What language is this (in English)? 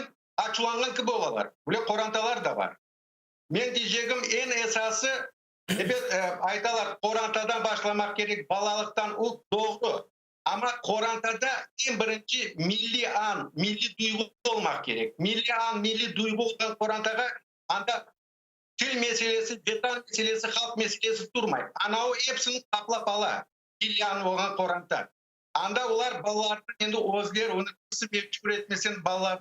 Crimean Tatar